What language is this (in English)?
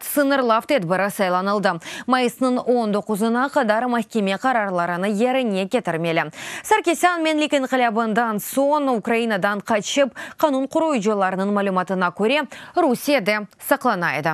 Crimean Tatar